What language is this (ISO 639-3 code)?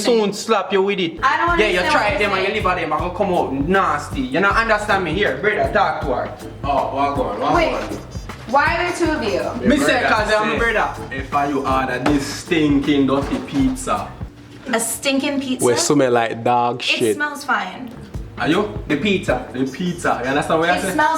jam